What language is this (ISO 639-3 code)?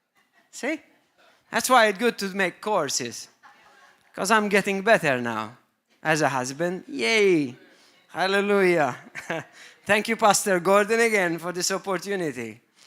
eng